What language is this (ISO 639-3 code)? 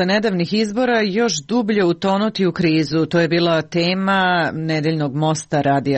srp